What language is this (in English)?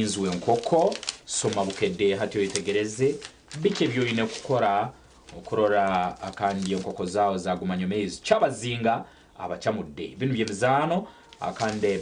Nyankole